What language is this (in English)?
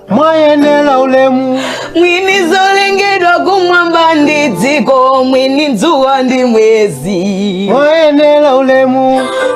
Nyanja